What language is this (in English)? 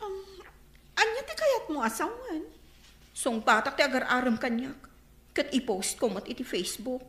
Iloko